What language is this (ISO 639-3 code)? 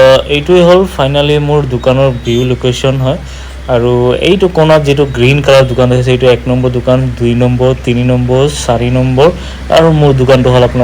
asm